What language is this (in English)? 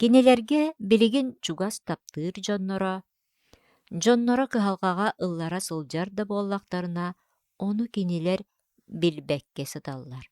Yakut